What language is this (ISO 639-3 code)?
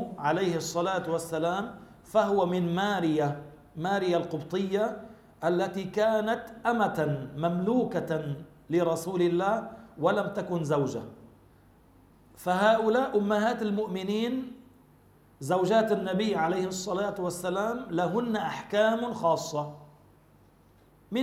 ara